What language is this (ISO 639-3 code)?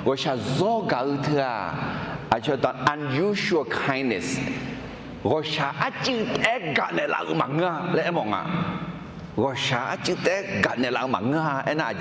ahk